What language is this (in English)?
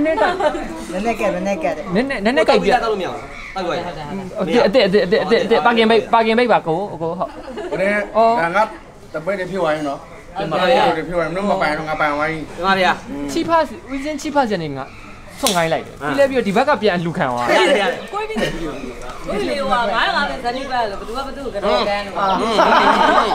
Burmese